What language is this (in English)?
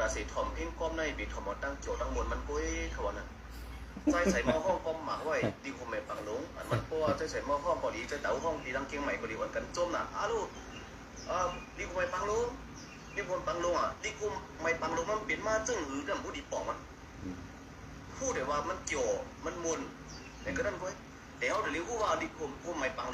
Shan